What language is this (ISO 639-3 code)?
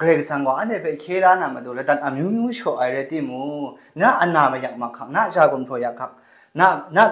kac